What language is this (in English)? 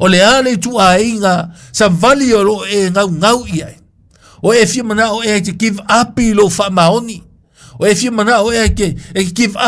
Samoan